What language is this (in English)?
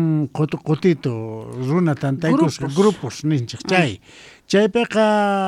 Quechua